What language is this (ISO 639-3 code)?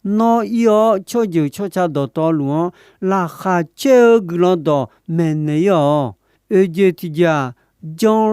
ahk